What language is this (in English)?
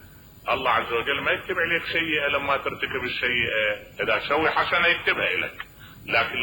Mesopotamian Arabic